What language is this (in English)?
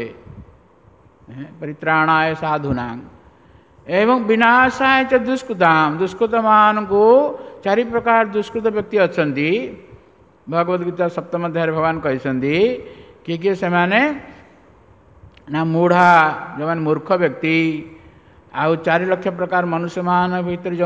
Odia